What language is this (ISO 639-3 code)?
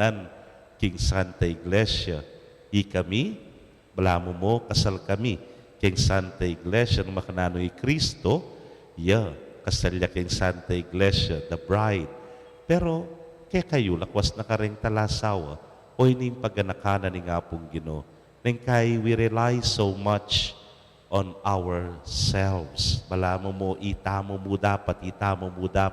pam